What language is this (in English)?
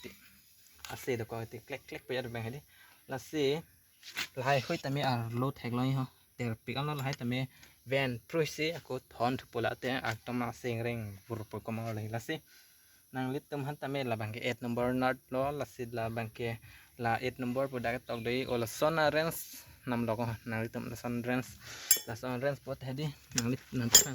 Karbi